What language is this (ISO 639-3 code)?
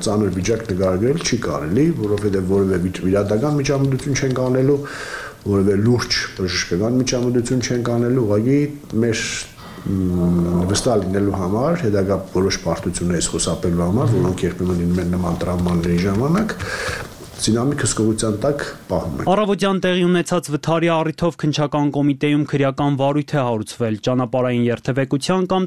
hye